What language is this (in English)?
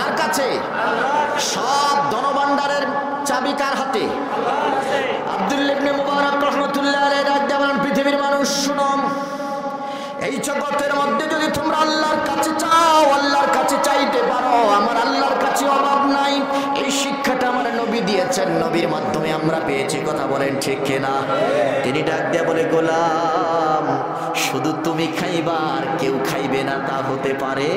Bangla